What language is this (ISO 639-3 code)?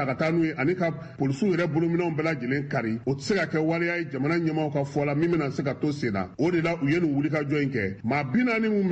bam